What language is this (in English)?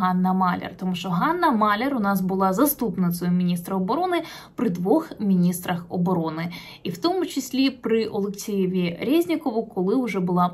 Ukrainian